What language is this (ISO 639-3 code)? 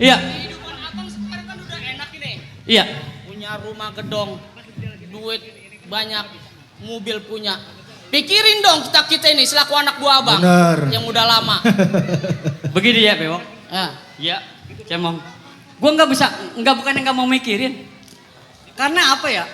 bew